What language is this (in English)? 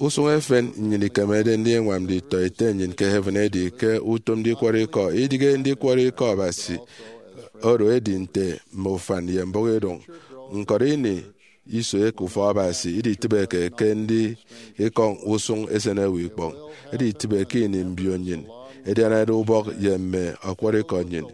Efik